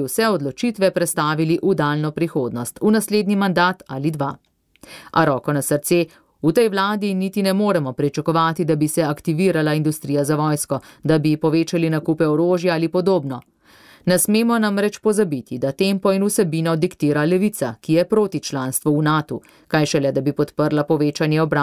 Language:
Slovenian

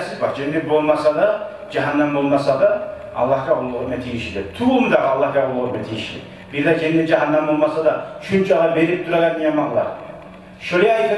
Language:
Kumyk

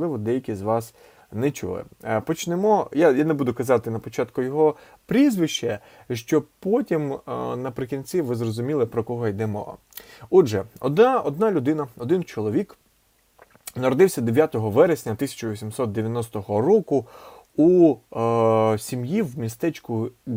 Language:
Ukrainian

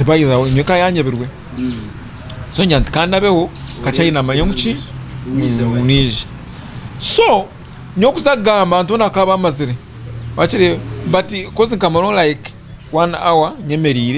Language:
Nyankole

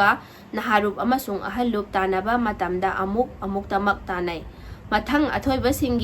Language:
Manipuri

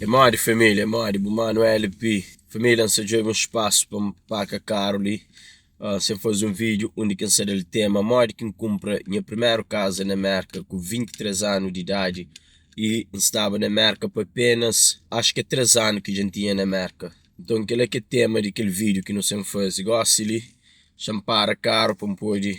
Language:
Kabuverdianu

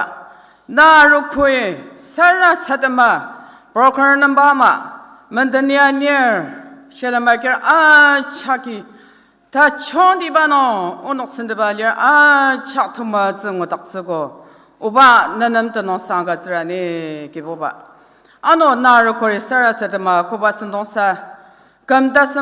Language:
Ao Naga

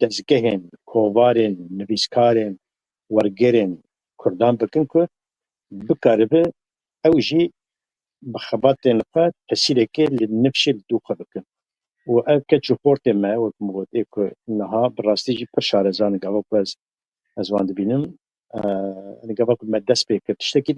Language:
Kurdish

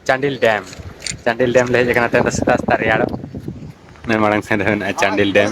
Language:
Santali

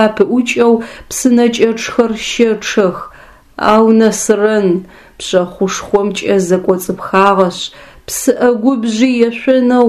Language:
Adyghe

